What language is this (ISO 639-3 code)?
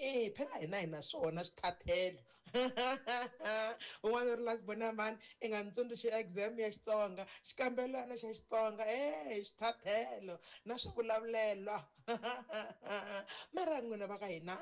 tso